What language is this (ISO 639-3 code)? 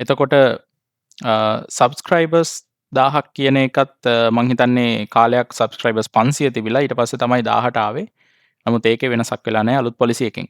sin